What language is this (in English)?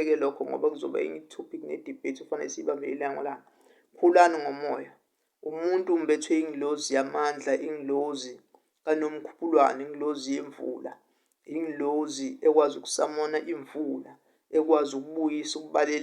Zulu